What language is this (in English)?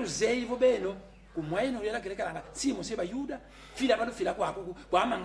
Kongo